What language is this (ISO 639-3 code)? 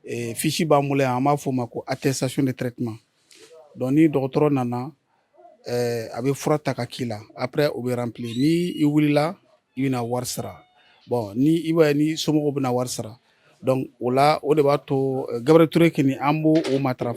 bam